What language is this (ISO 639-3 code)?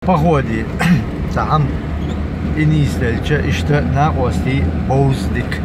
che